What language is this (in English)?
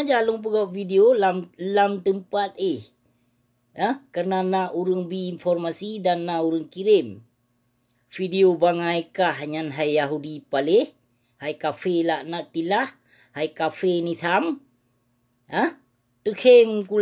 Achinese